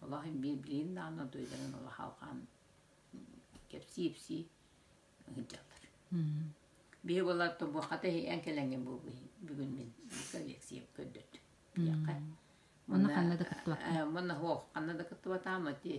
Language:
Yakut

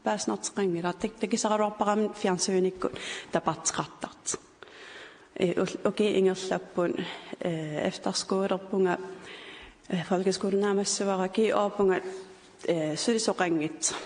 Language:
Kalaallisut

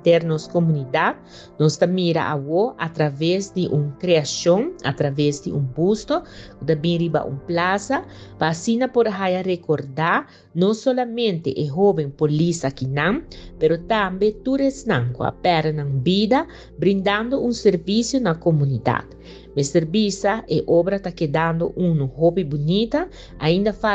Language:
Papiamento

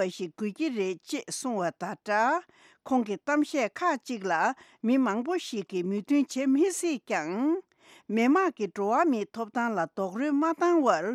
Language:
Tibetan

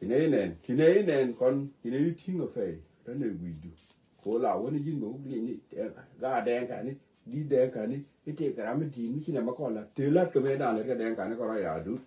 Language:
Nuer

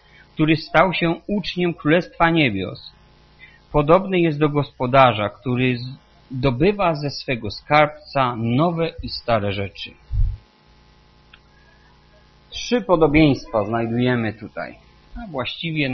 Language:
Polish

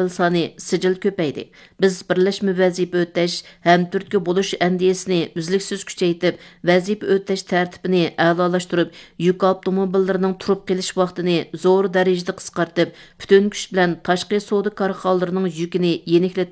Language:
Uyghur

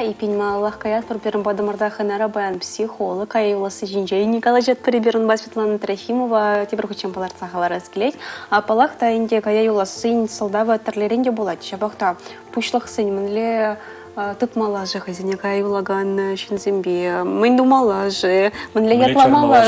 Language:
Chuvash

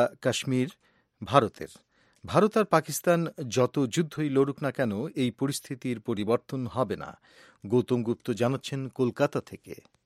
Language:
Bangla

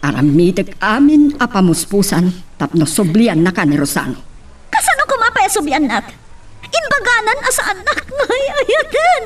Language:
Iloko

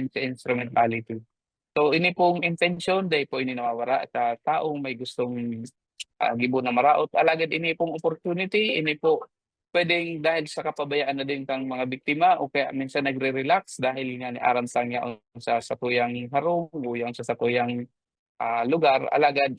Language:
Bikol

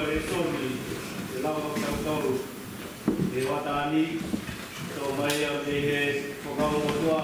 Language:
Tongan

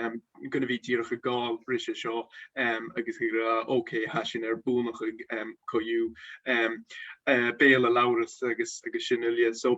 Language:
Scottish Gaelic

